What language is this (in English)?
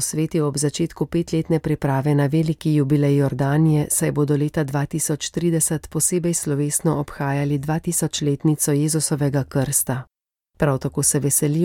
Slovenian